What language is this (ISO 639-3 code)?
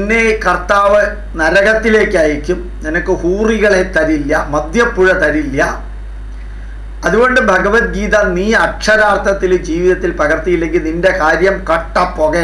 mal